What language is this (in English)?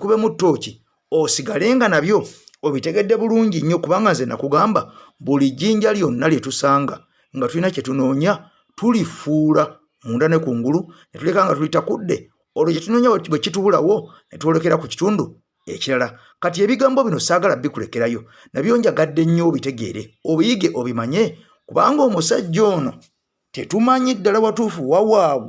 Ganda